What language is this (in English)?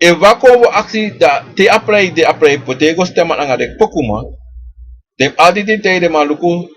Sranan Tongo